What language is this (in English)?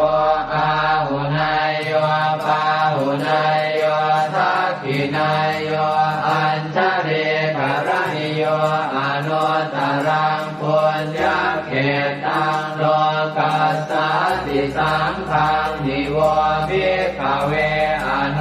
Pali